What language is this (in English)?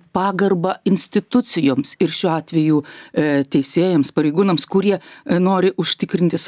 Lithuanian